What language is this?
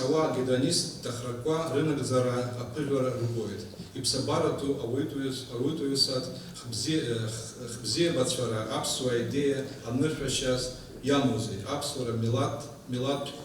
Abkhazian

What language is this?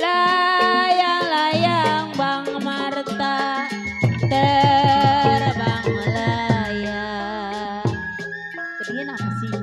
Betawi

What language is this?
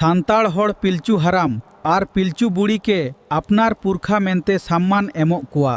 Santali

